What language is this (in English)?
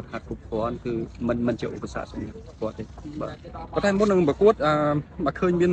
Khmer